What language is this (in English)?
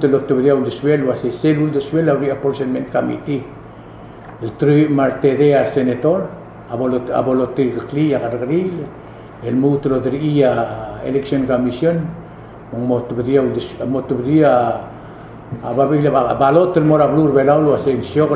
Palauan